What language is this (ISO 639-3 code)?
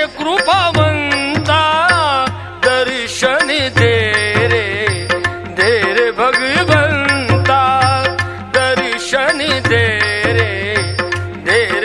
mar